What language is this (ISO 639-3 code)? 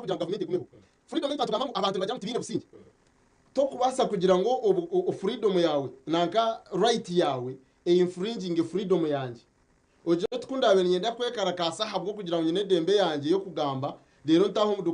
nyn